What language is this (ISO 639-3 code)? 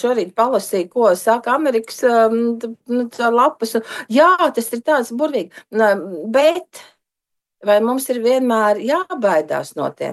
lav